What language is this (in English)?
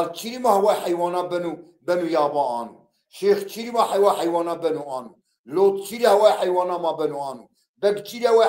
Zaza